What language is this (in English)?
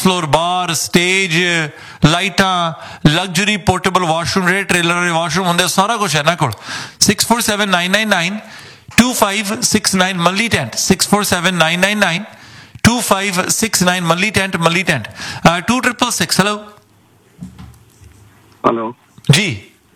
Punjabi